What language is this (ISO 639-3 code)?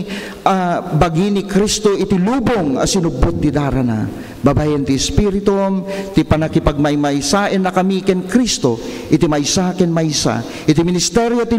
ilo